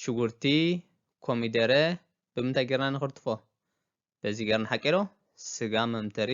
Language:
Tigrinya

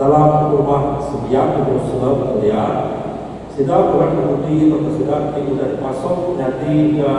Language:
Iban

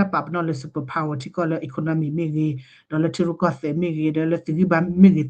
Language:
S'gaw Karen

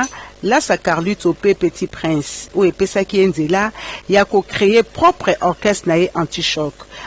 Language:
Lingala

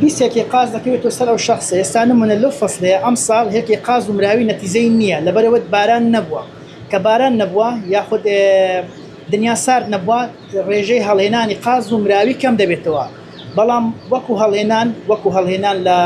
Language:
Central Kurdish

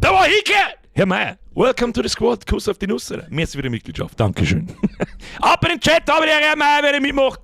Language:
Bavarian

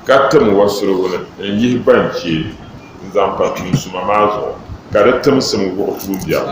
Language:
Dagbani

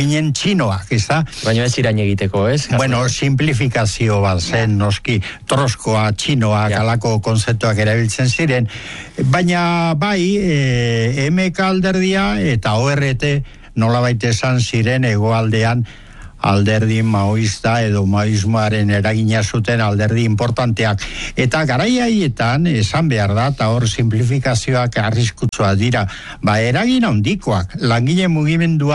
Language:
Basque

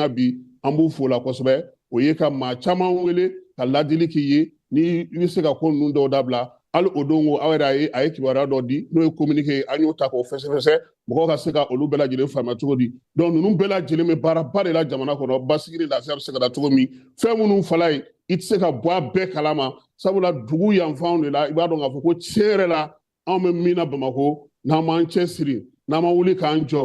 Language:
Bambara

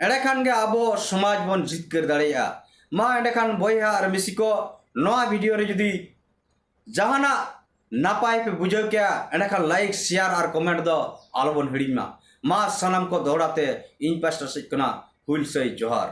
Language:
Santali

